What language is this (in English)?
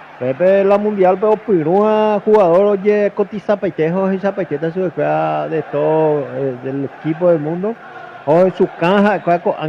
Guarani